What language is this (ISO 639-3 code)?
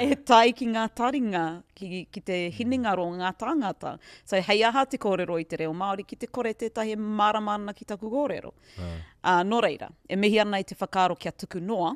mri